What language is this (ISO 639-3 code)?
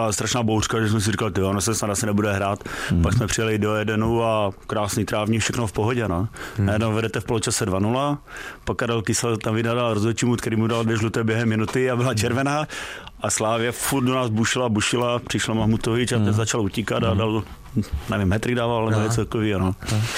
ces